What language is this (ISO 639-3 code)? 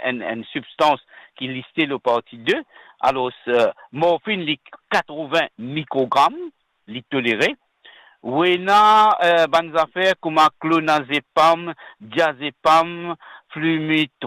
mfe